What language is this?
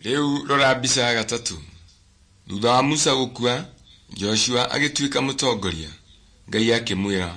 Kikuyu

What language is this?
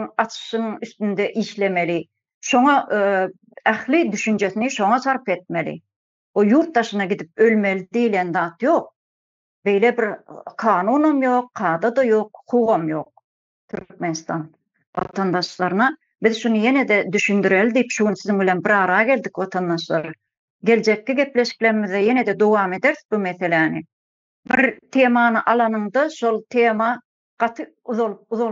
Turkmen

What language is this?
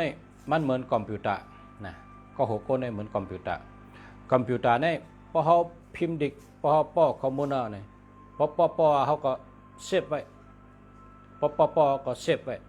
Shan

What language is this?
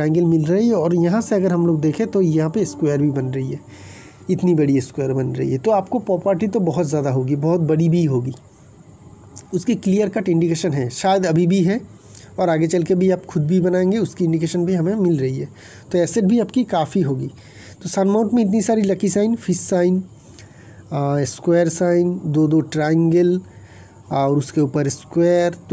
Hindi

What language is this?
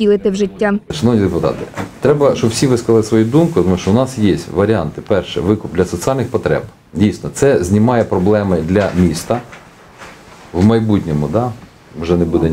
Ukrainian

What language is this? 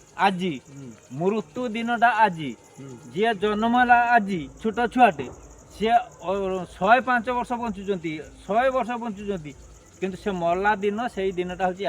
Odia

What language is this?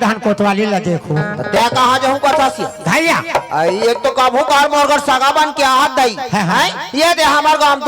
Chhattisgarhi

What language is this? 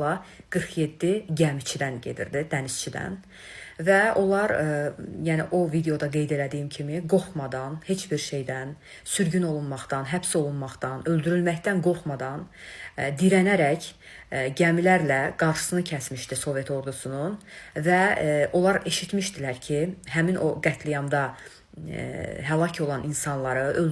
Azerbaijani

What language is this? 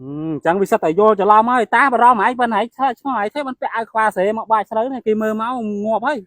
Khmer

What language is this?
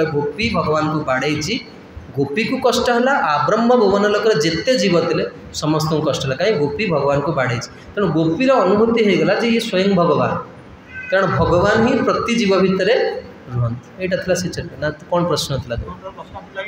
Odia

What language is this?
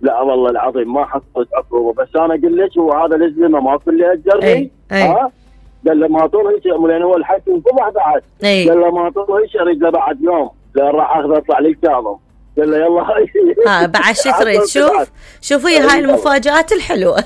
Mesopotamian Arabic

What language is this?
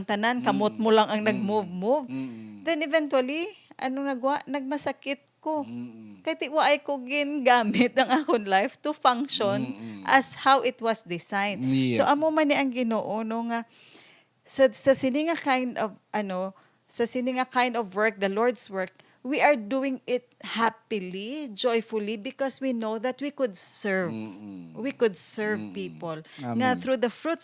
Hiligaynon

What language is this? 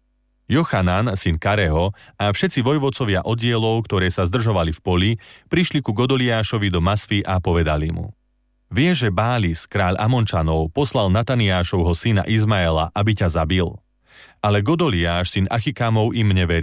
Slovak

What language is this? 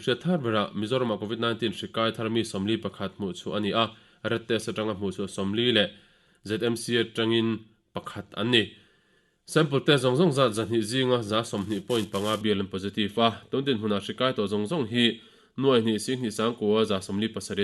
Mizo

